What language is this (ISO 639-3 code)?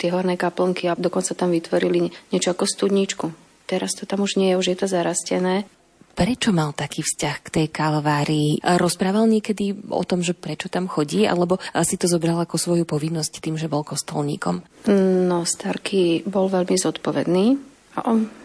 slk